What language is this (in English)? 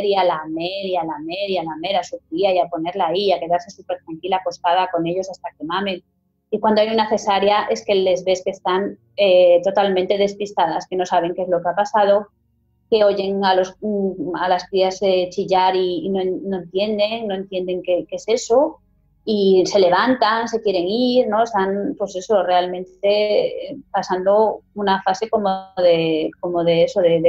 Spanish